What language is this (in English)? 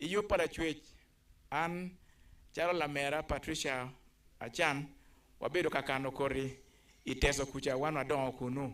Acoli